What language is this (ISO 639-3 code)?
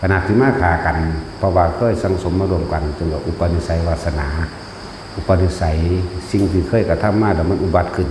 tts